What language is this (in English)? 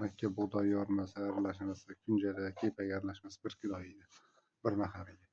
Uzbek